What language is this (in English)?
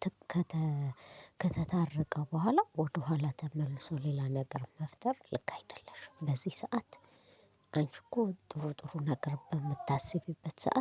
Amharic